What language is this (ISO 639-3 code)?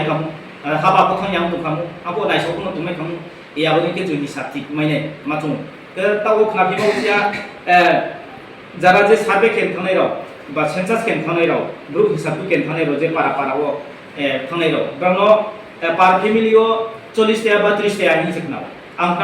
ria